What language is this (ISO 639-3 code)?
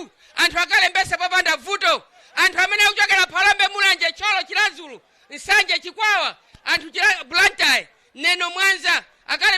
nya